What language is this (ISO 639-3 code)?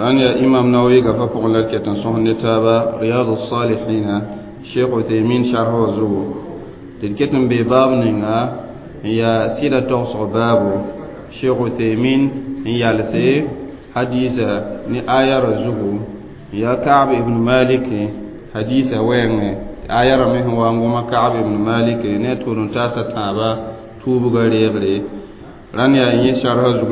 mos